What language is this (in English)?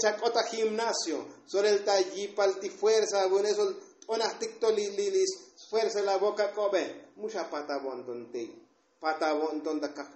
Tzotzil